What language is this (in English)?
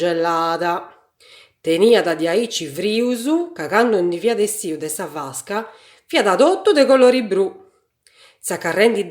Sardinian